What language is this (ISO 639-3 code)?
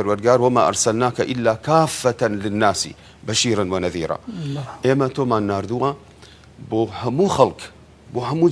ckb